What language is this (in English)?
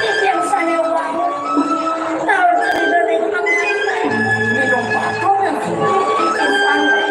Balinese